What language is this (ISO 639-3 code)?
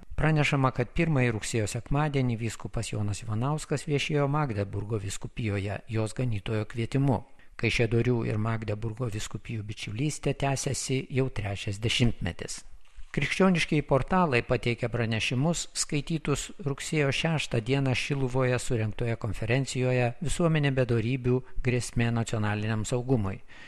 lit